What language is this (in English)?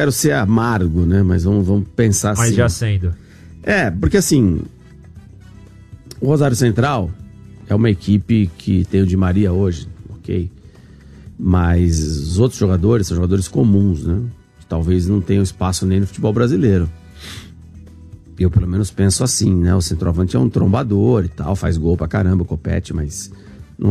Portuguese